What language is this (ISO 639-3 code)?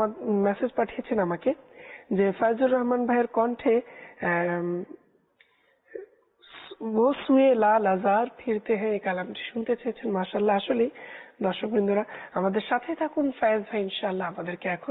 ben